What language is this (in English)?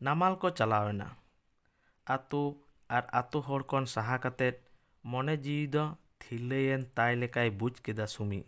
Santali